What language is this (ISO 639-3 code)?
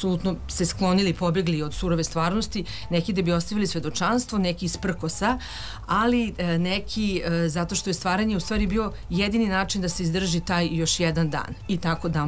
srp